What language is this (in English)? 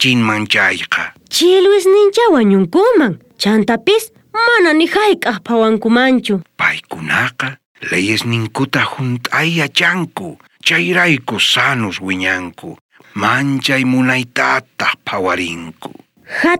South Bolivian Quechua